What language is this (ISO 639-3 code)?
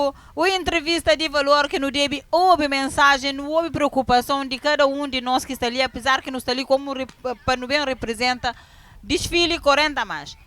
kea